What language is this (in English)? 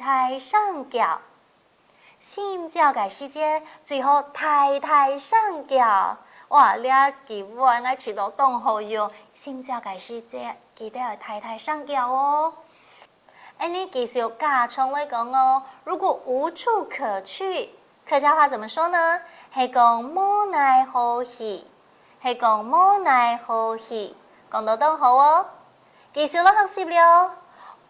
Hakka Chinese